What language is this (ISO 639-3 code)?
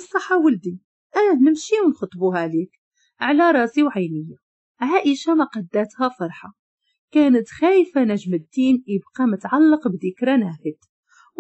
ary